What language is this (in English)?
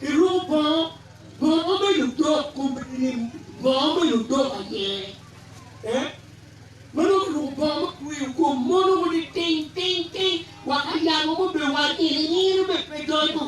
Acoli